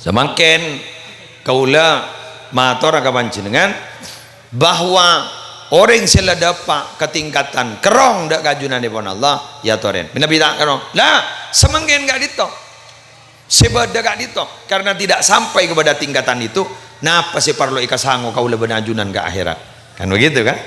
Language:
Madurese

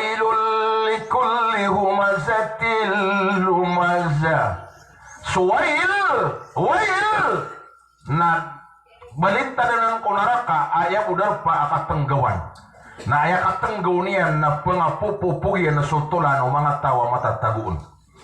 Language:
Maranao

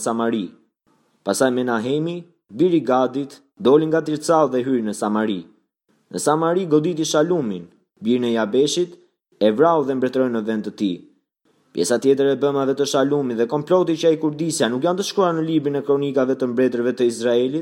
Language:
Albanian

